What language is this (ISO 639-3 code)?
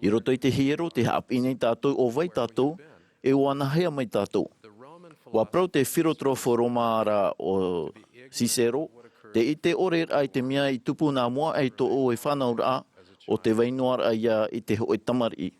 tah